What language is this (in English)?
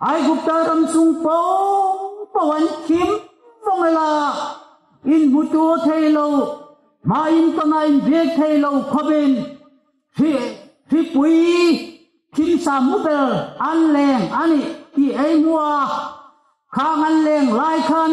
Hmar